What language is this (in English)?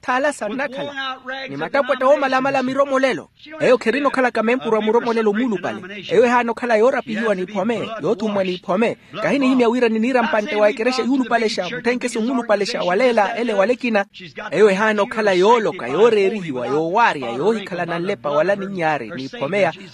Makhuwa